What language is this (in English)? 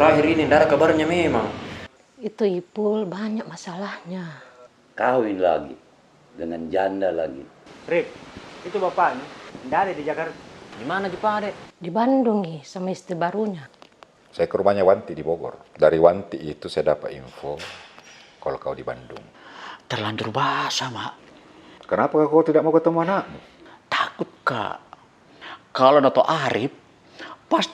Makassar Malay